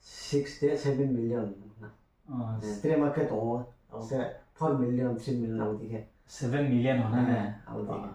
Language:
Riang (India)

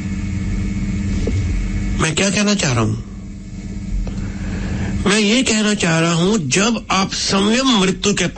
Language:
Hindi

